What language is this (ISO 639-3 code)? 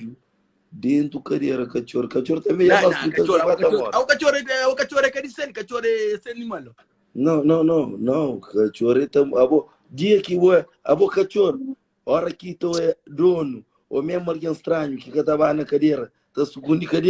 kea